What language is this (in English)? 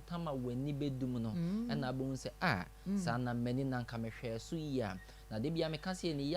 Akan